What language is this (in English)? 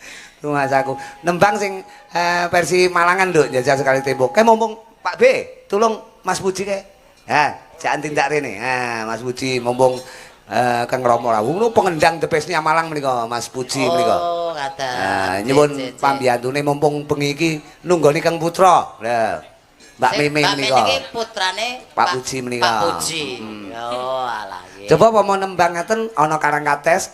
Javanese